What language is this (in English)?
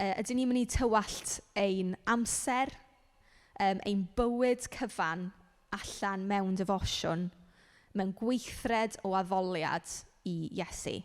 Welsh